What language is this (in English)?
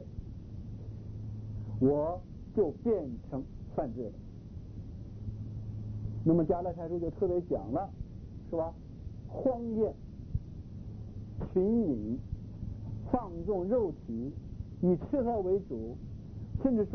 Chinese